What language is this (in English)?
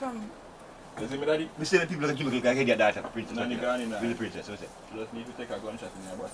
Jamaican Creole English